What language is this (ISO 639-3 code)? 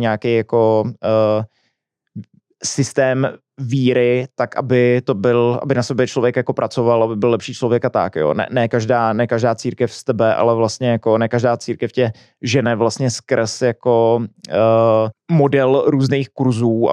ces